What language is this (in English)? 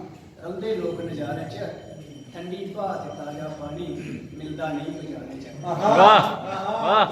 Dogri